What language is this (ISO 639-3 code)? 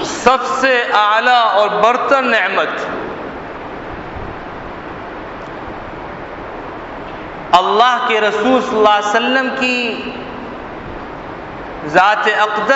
urd